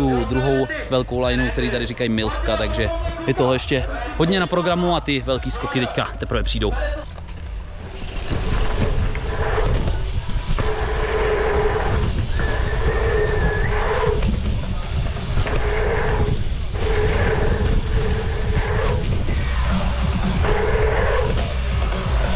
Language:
Czech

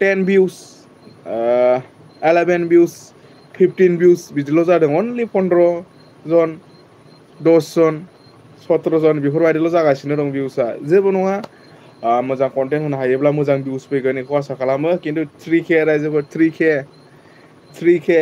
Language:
Bodo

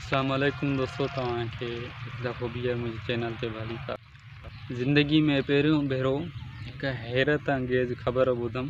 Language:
Sindhi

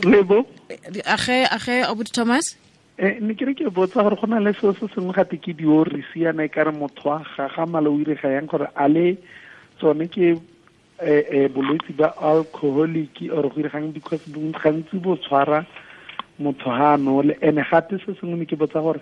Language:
Northern Sotho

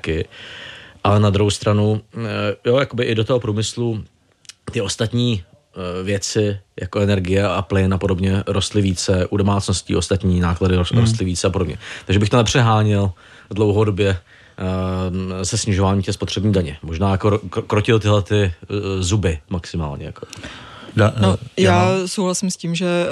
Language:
Czech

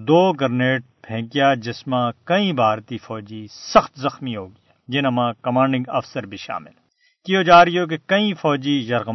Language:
Gujari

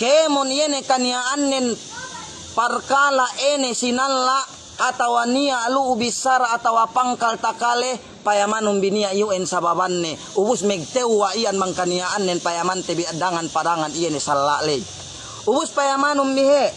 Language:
Yakan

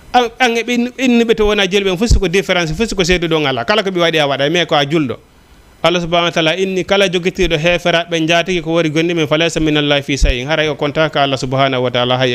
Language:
Fula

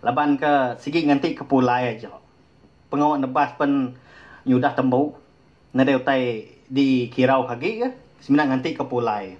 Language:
Iban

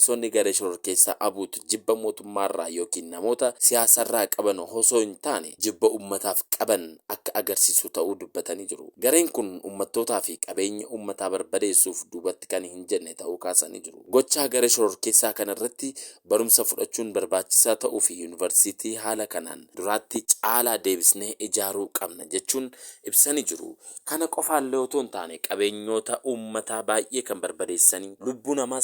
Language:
Oromo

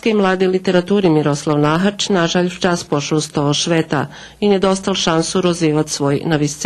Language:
Rusyn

